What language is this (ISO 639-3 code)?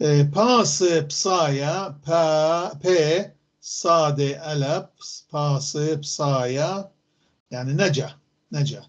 apc